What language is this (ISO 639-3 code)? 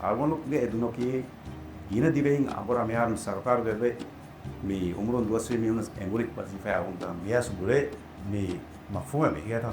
div